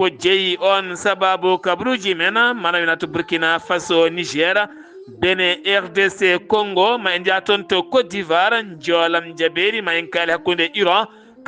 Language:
Fula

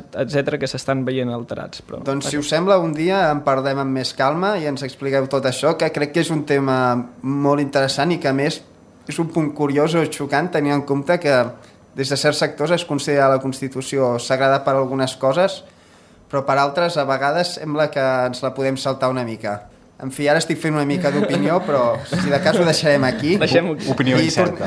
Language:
Catalan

